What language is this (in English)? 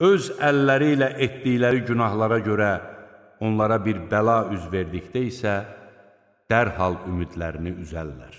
Azerbaijani